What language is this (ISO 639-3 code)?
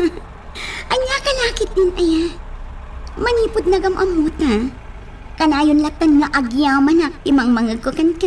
ilo